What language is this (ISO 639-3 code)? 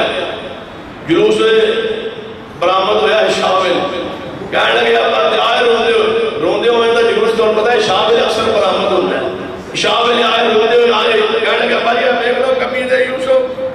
urd